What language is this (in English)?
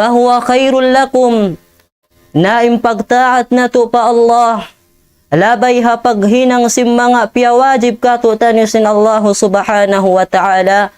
Tausug